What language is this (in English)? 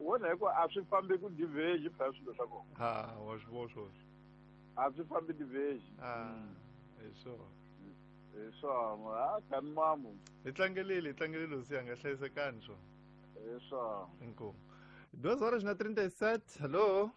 Tsonga